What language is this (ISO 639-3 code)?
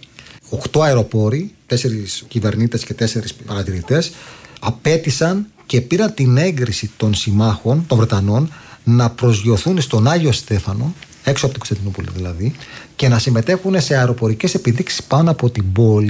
ell